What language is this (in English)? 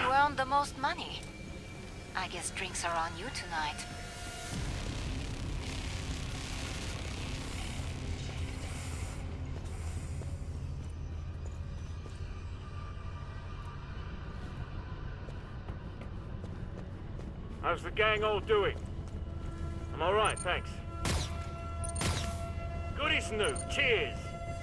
English